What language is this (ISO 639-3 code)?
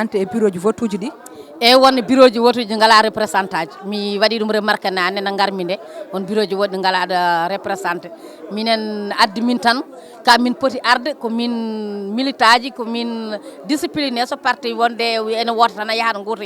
ful